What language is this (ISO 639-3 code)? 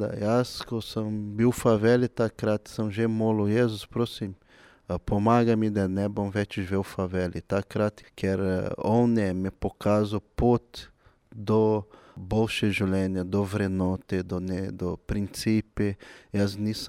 slv